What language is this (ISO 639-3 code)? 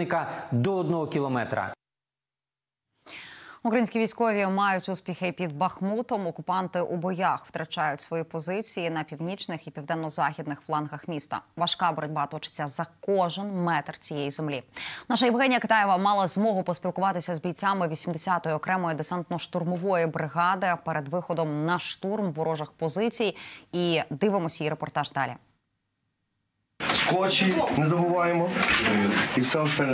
ukr